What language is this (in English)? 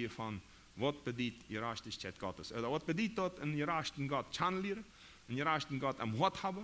Plautdietsch